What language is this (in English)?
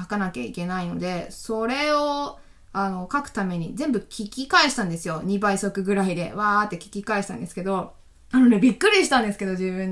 Japanese